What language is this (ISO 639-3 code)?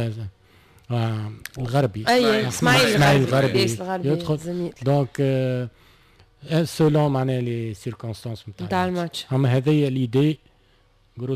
aeb